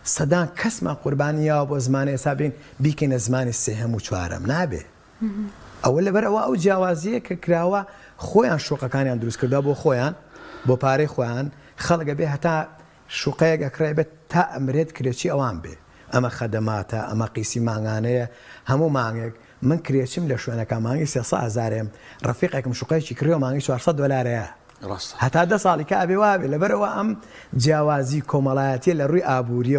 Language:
Central Kurdish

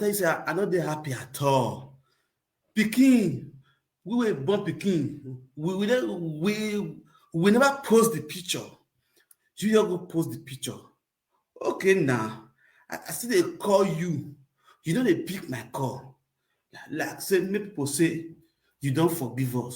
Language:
Nigerian Pidgin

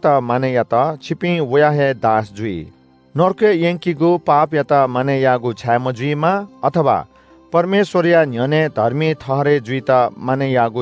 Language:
Newari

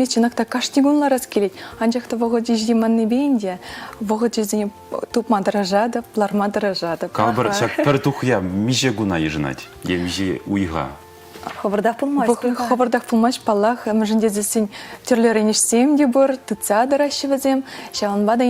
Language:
Chuvash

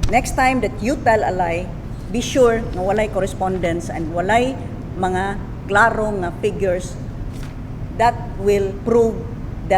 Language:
Cebuano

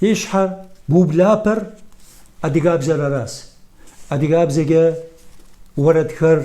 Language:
Kabardian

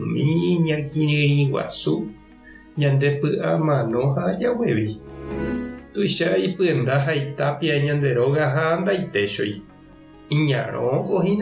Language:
Guarani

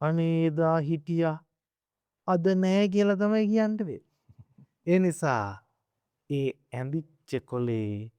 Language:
Sinhala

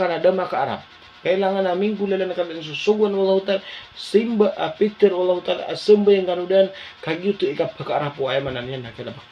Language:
Maranao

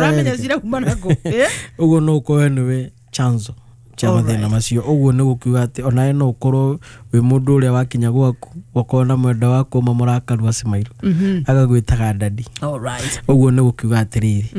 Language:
Kikuyu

